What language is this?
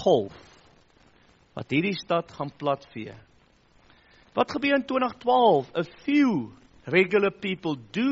Afrikaans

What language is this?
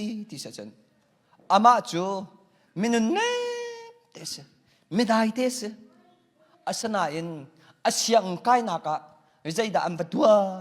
Hakha Chin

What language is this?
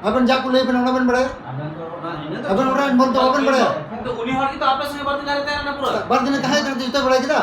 Santali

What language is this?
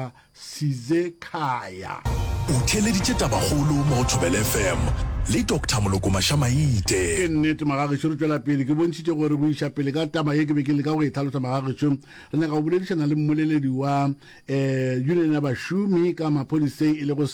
Northern Sotho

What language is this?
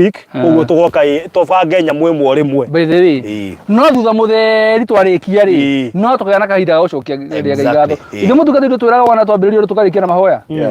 Kikuyu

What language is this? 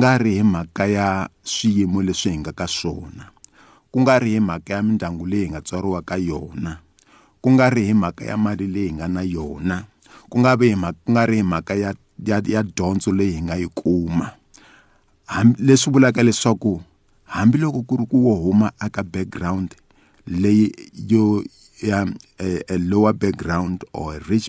Tsonga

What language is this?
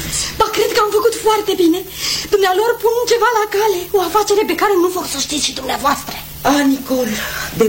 Romanian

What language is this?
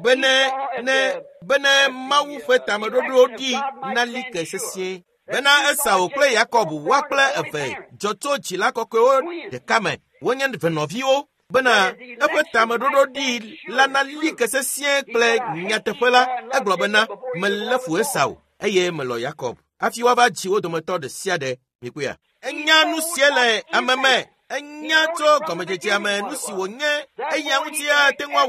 Ewe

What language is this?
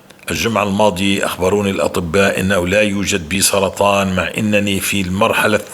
North Levantine Arabic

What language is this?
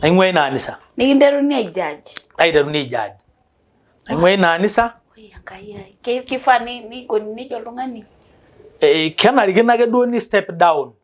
Masai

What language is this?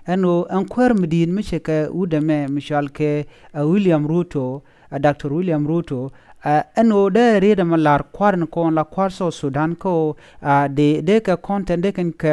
Nuer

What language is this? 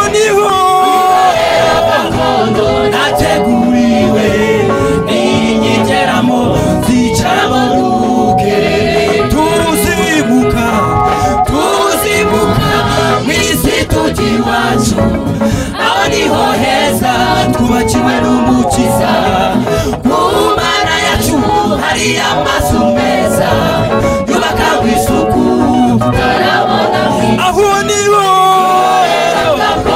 Kinyarwanda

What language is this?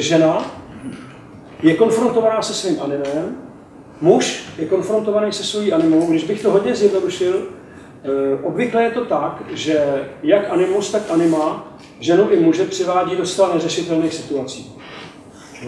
Czech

